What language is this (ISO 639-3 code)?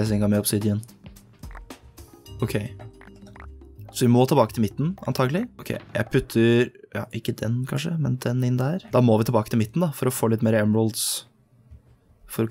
nor